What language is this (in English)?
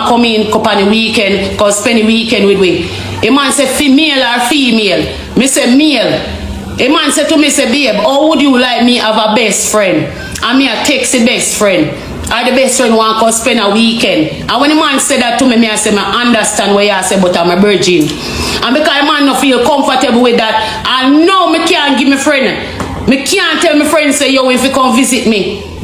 Jamaican Creole English